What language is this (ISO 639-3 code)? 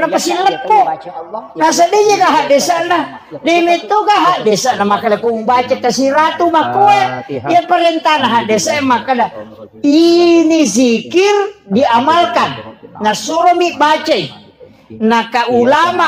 bug